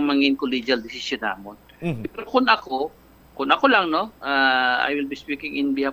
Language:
Hiligaynon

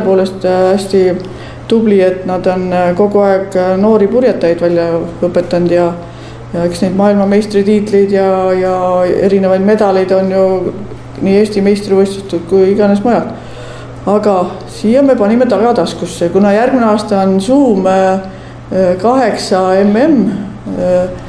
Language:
Estonian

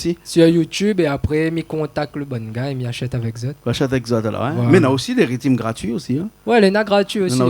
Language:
Réunion Creole French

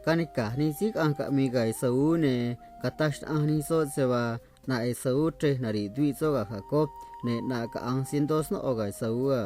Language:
Copala Triqui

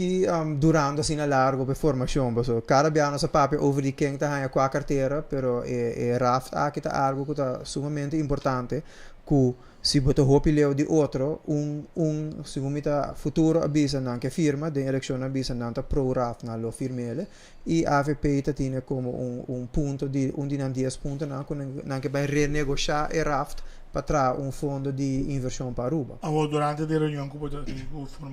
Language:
Papiamento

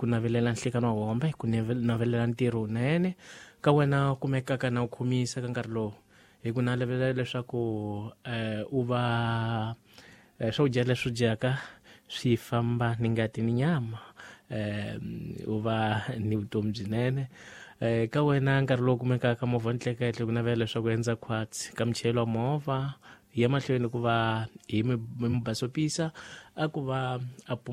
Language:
Tsonga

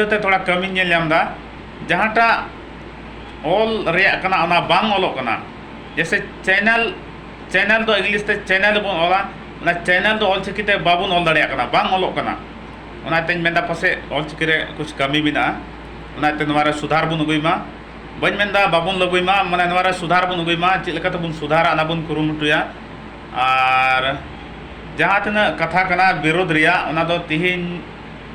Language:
Santali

